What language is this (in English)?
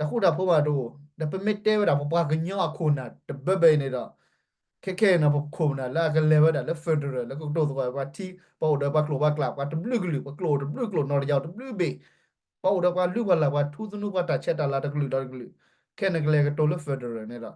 S'gaw Karen